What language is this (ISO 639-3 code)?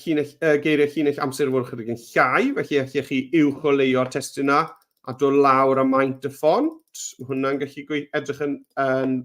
cym